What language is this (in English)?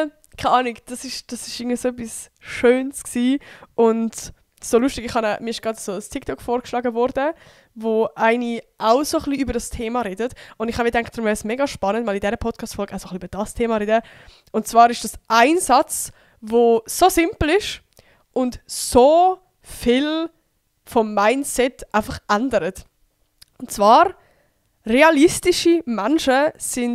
Swiss German